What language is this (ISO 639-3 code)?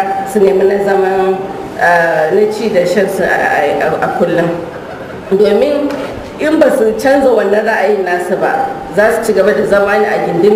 hau